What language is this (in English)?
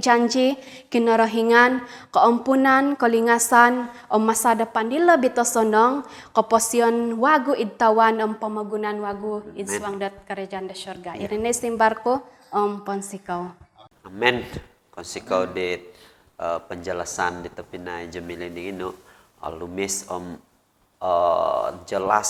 Central Dusun